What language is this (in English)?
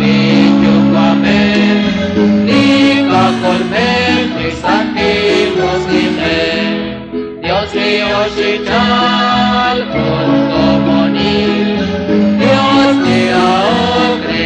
Kekchí